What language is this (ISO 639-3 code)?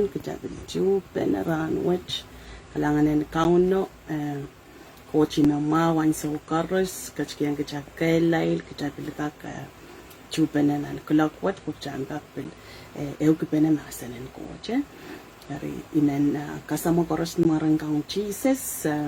pon